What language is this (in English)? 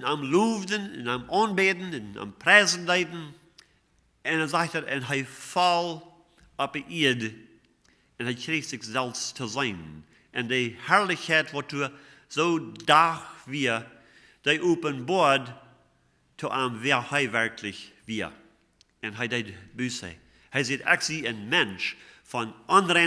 Plautdietsch